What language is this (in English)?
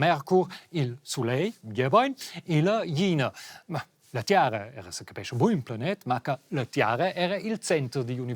Romansh